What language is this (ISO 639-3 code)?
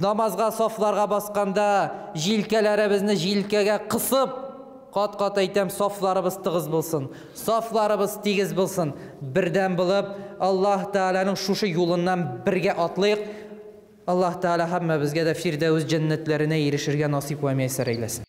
tat